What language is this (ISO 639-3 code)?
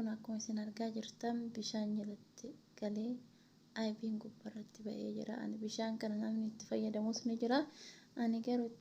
orm